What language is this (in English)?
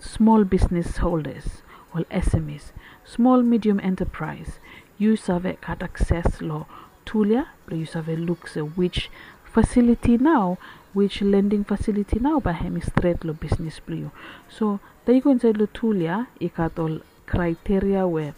Bislama